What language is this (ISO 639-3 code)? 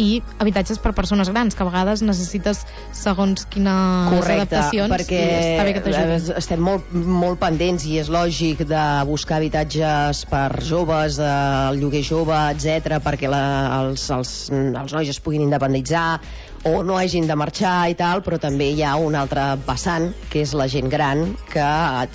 cat